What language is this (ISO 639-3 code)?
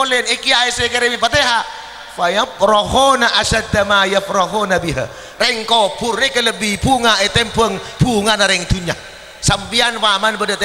mad